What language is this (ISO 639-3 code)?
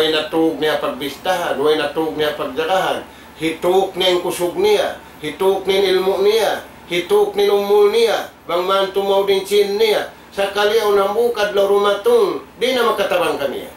tsg